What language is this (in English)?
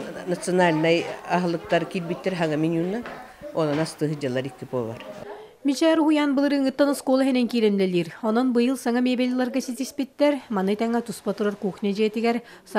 Yakut